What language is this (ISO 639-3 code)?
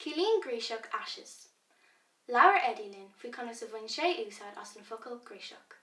gle